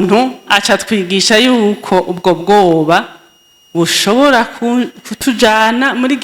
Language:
Rundi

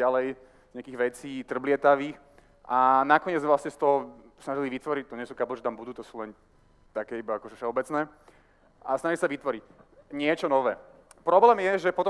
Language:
Slovak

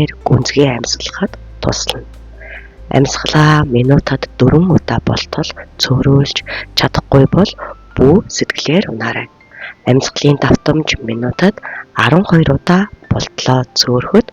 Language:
Mongolian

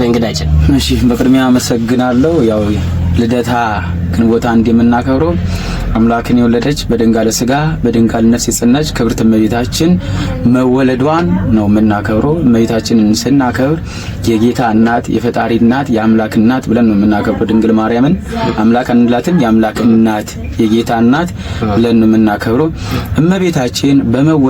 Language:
Amharic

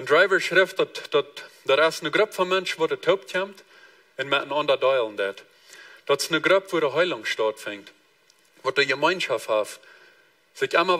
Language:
Plautdietsch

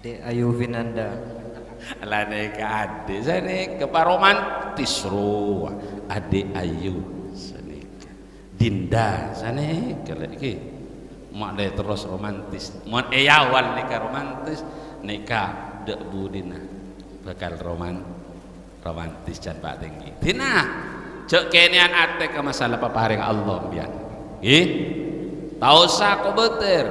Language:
Madurese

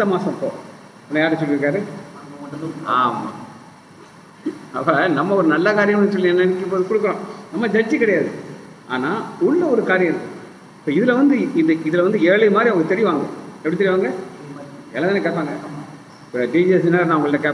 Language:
Tamil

